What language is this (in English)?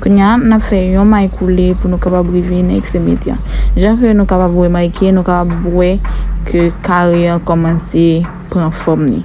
Haitian Creole